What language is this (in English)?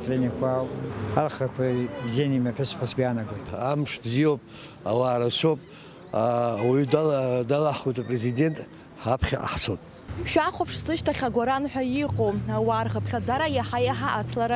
Abkhazian